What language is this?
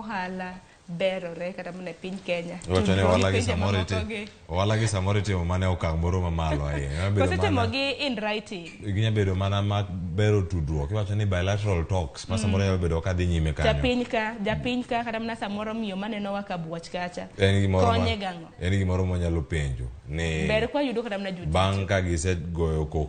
Luo (Kenya and Tanzania)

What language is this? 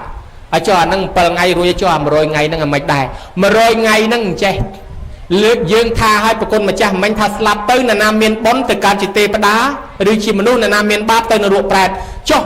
Khmer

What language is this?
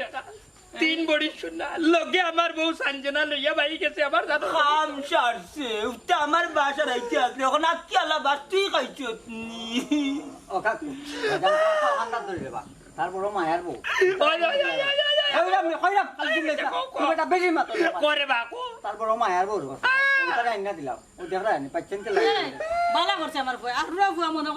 Sylheti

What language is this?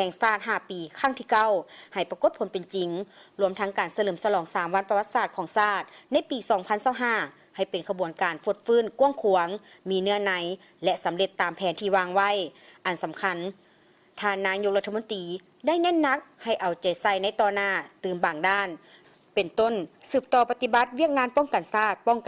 Lao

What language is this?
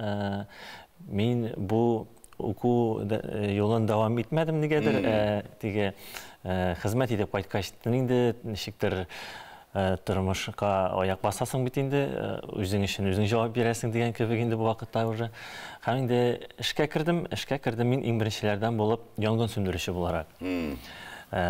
Tatar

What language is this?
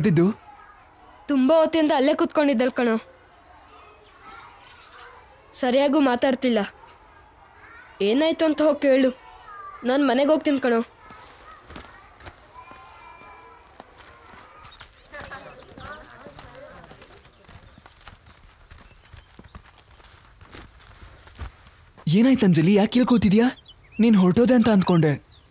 Kannada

